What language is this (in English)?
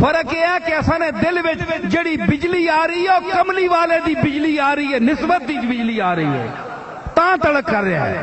Saraiki